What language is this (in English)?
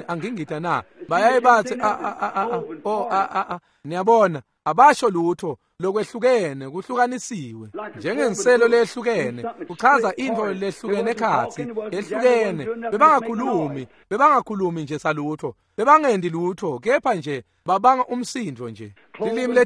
Swati